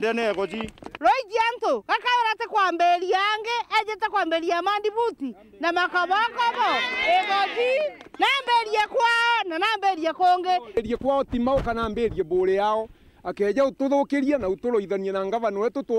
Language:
Meru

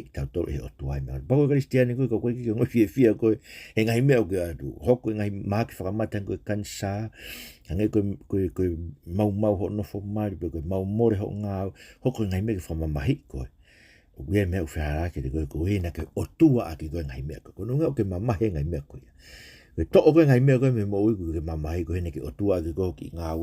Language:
Tongan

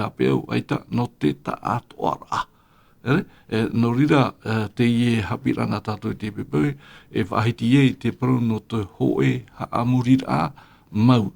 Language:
Tahitian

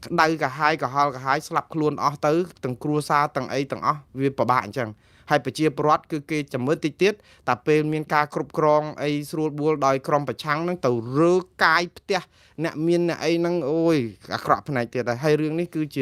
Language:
Khmer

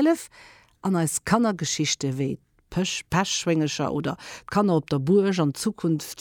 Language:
Luxembourgish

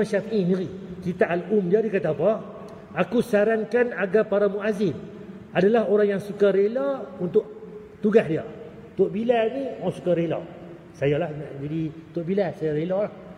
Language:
Malay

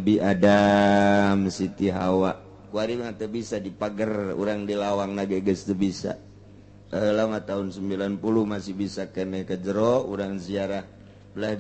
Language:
Sundanese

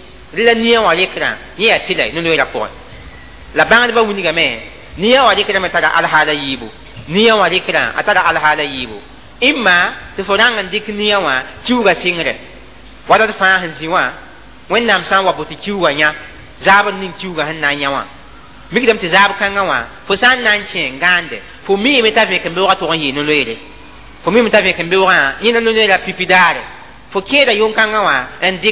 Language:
Mossi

